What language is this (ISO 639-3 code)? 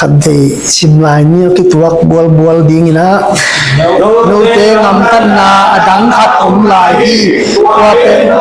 ctd